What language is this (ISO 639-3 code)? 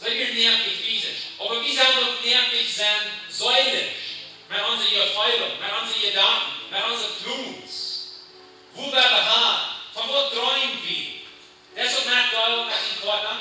pdt